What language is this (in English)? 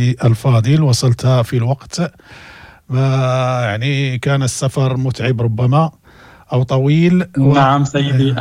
Moroccan Arabic